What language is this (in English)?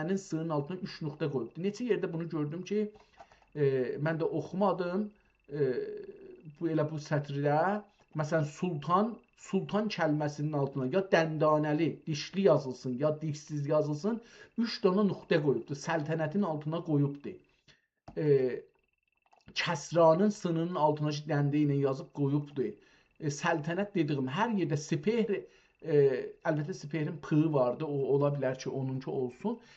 South Azerbaijani